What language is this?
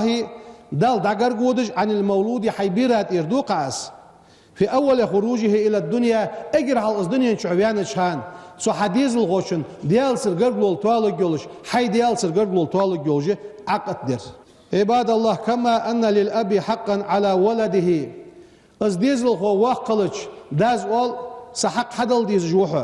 Ingush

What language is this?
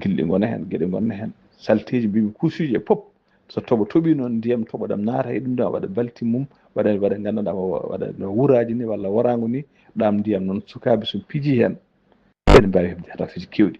Fula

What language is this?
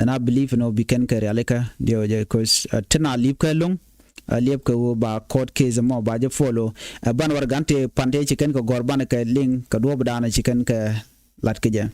Nuer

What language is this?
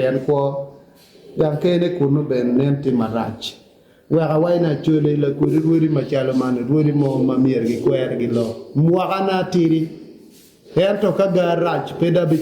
Acoli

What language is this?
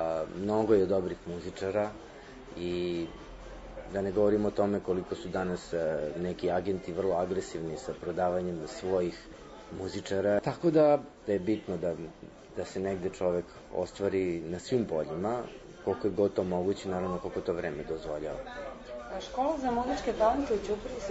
Serbian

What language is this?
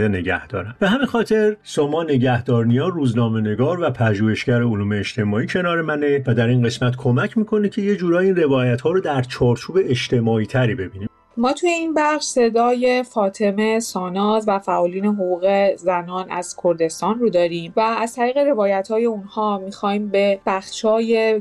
Persian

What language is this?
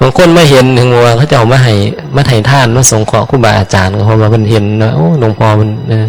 Northeastern Thai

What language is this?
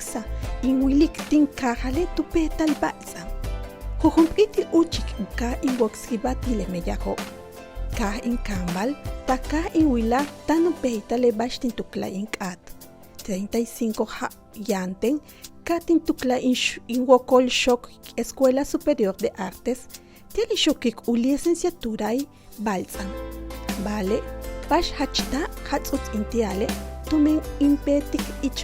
Yucateco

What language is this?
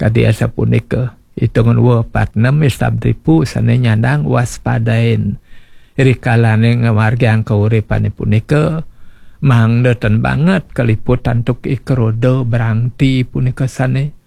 Balinese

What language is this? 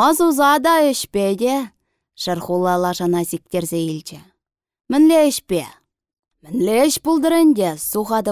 Chuvash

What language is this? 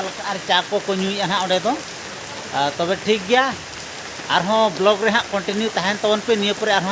Santali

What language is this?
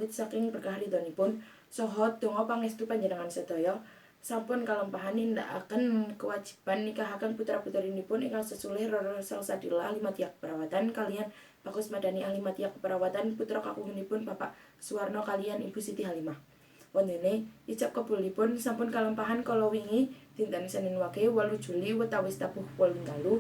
Javanese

